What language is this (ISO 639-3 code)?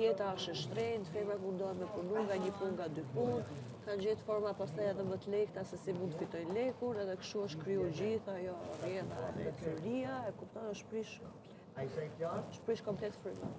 sqi